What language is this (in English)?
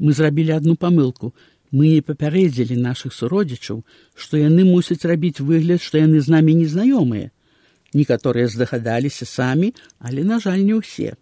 Belarusian